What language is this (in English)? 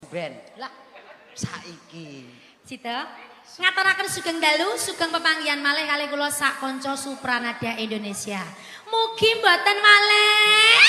Javanese